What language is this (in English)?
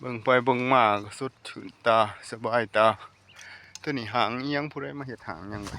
Northeastern Thai